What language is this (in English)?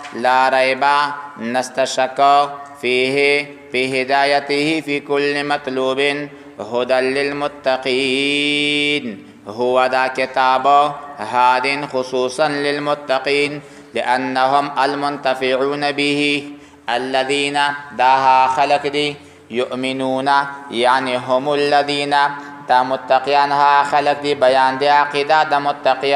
Pashto